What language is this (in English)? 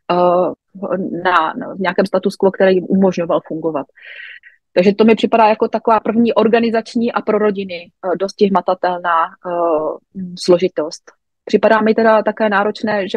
Czech